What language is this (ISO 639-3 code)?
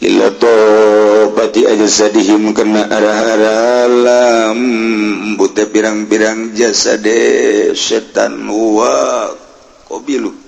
sun